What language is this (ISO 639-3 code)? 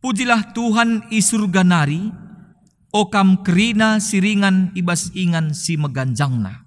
btx